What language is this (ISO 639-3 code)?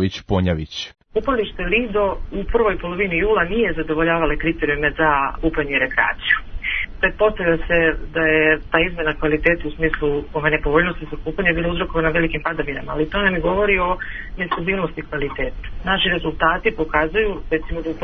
srp